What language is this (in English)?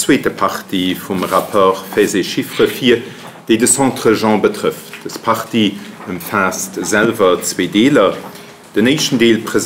Luxembourgish